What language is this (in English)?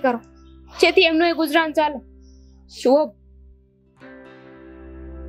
Gujarati